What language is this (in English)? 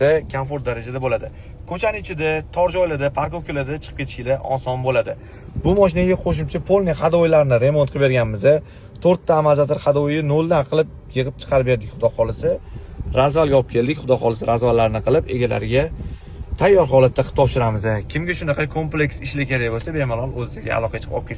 Uzbek